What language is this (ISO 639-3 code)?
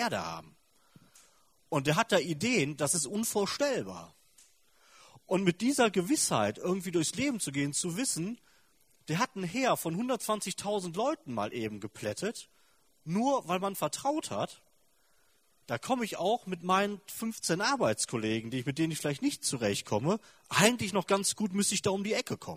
deu